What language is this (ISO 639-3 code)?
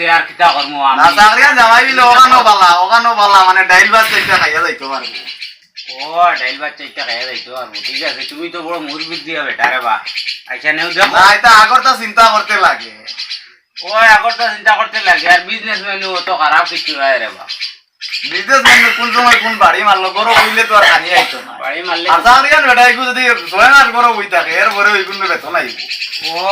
syl